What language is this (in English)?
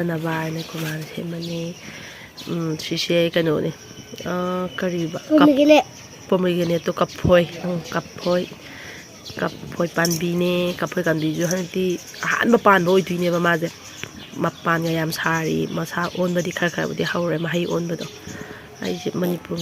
Manipuri